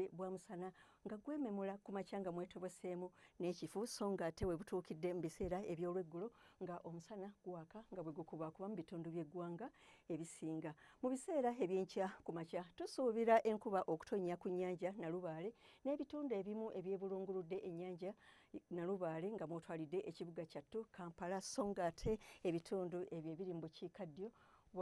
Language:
Ganda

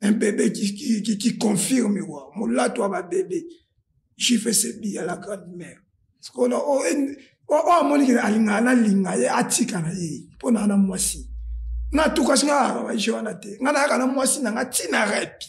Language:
Lingala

